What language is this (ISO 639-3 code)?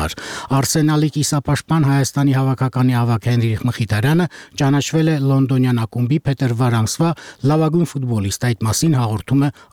hye